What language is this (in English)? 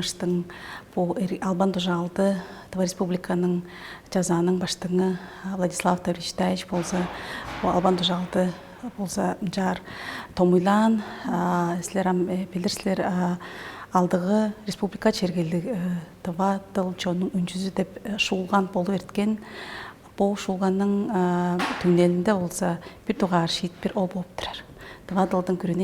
Tuvinian